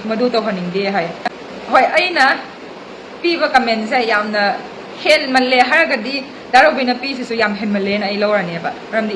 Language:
Manipuri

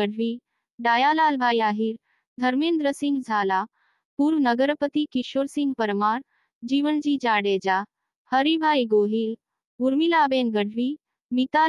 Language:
Gujarati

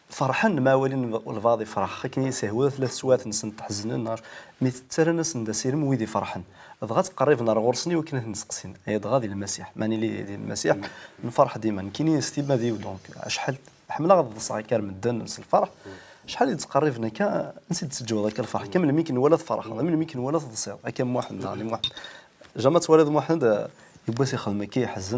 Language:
Kabyle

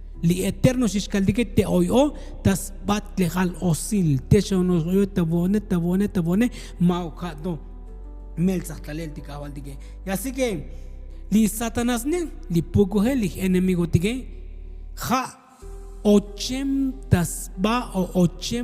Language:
Tzotzil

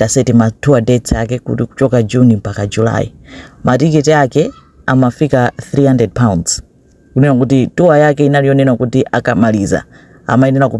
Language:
Nyanja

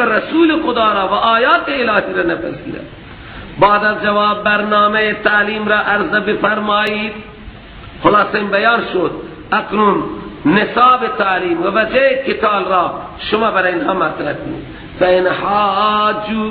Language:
Persian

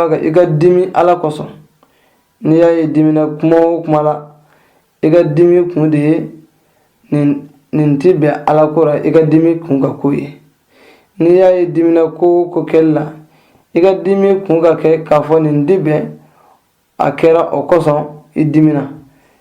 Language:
Bambara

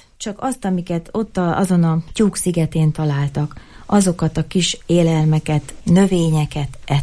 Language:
Hungarian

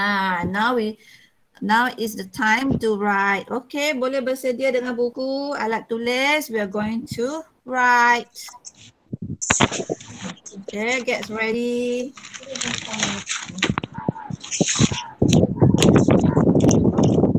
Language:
Malay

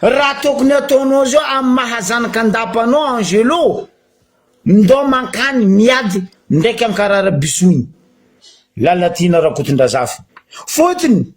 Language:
Malagasy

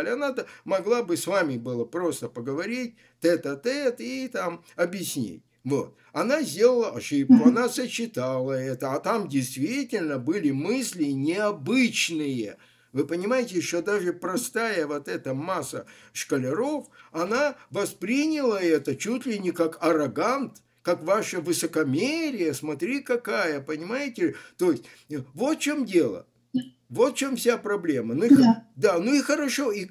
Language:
Russian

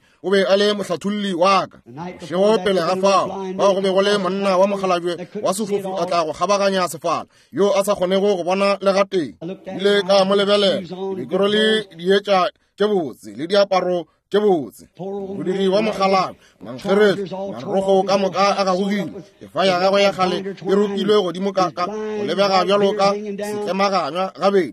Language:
Northern Sotho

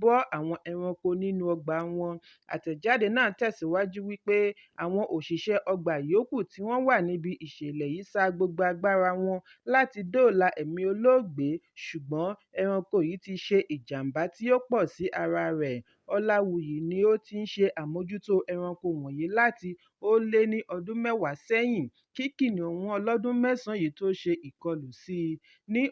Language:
Yoruba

